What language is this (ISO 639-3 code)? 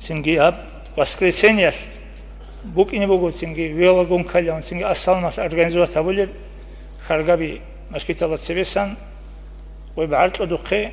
ava